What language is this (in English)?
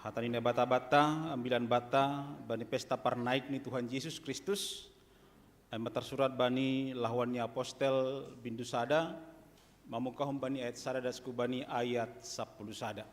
Batak Simalungun